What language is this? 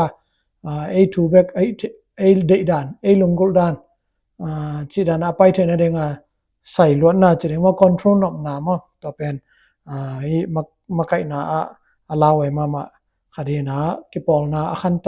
Tedim Chin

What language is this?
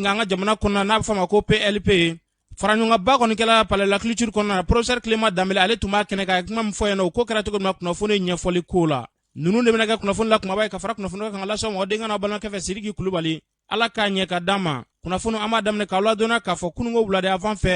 Bambara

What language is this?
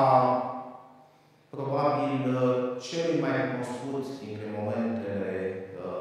Romanian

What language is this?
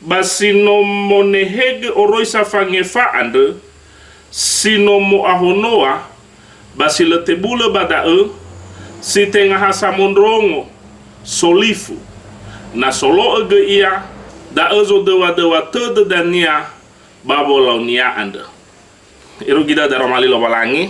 Nias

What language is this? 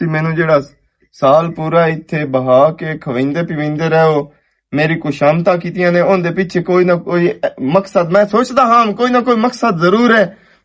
Western Panjabi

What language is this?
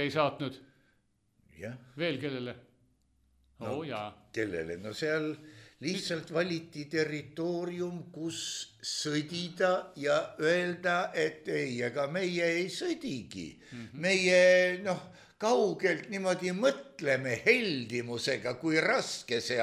Estonian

